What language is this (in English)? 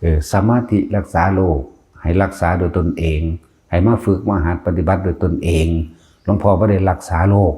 Northeastern Thai